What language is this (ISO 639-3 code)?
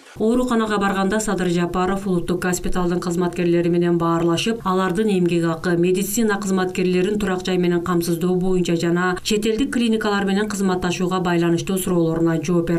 kir